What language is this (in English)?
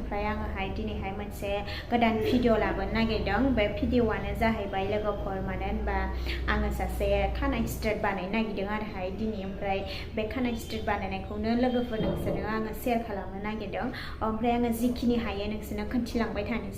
Bodo